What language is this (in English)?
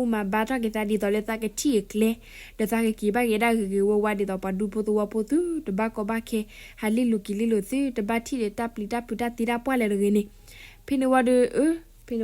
S'gaw Karen